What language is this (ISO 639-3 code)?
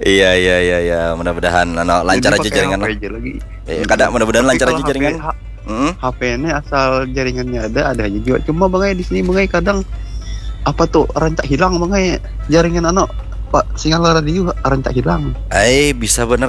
bjn